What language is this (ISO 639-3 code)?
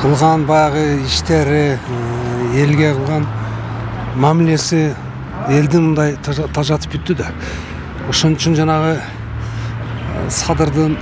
kir